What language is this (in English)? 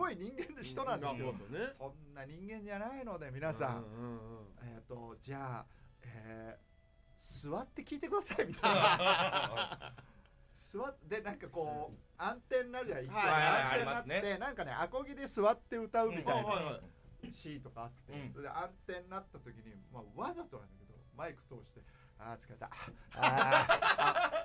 Japanese